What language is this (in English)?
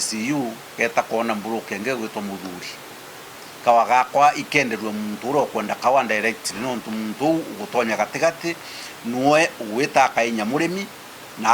Meru